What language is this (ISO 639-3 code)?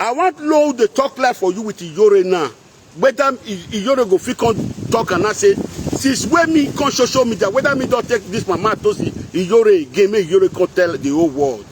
pcm